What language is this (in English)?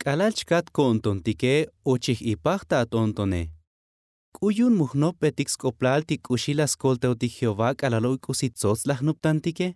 Tzotzil